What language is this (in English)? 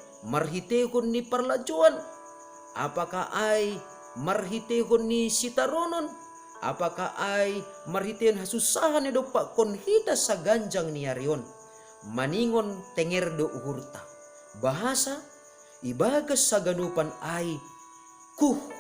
Batak Simalungun